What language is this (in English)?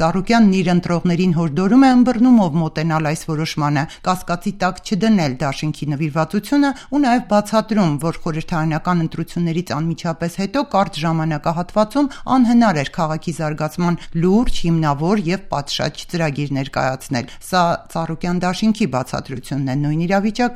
Armenian